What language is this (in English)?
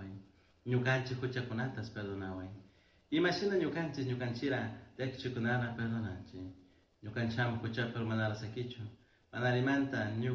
Chimborazo Highland Quichua